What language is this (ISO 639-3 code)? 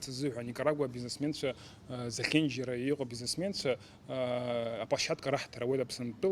abk